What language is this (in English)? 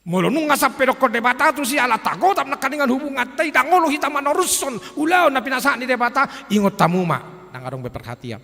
Batak Toba